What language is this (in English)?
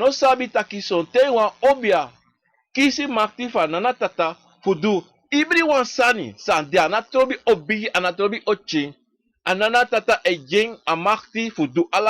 Sranan Tongo